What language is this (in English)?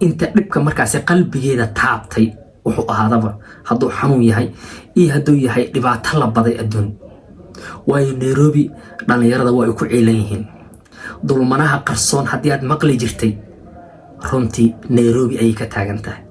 Somali